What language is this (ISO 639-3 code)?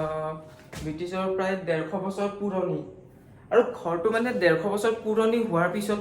asm